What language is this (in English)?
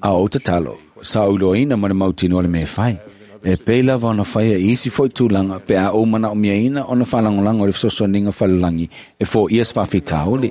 Samoan